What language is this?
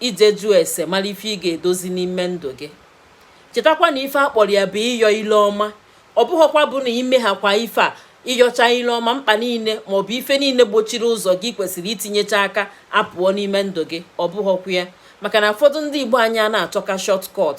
Igbo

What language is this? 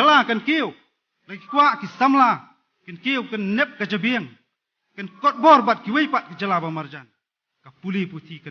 Khasi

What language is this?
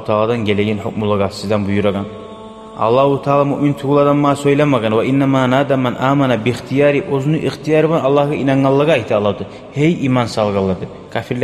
Kumyk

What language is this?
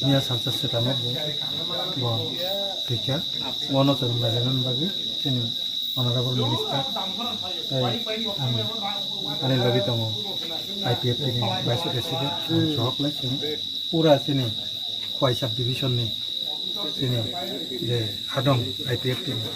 Kok Borok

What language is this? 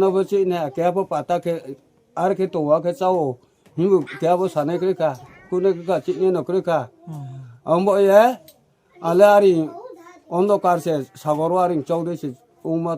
Riang (India)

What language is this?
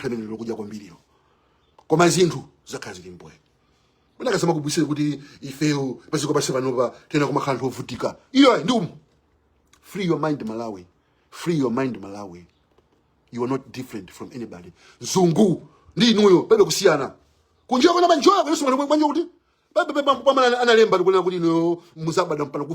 Nyanja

